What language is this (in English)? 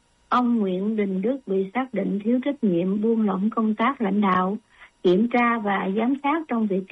Vietnamese